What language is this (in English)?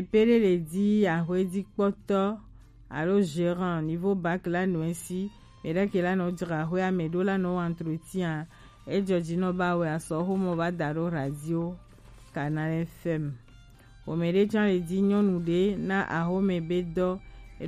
Gen